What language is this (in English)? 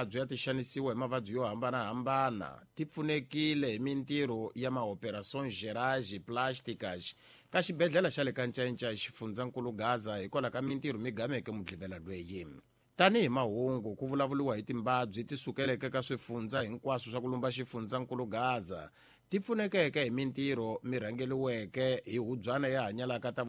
Tsonga